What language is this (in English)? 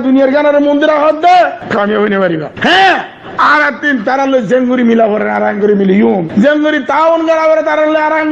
Rohingya